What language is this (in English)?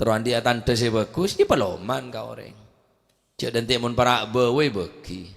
Madurese